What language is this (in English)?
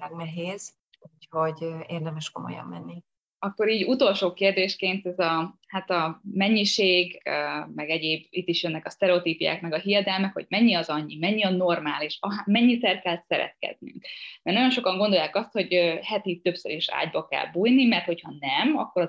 Hungarian